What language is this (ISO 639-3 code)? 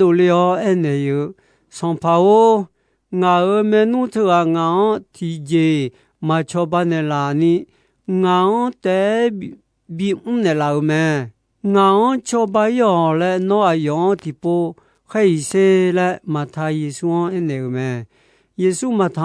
ahk